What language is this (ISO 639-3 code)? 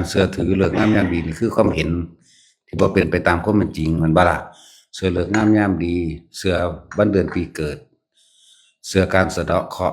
lao